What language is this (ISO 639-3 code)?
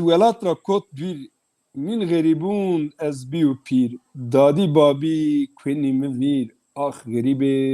zza